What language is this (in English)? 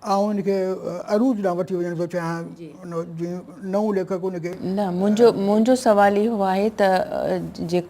Sindhi